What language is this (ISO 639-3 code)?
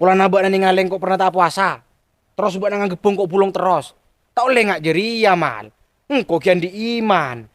mad